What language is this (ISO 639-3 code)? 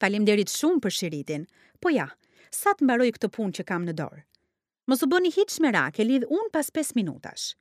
sqi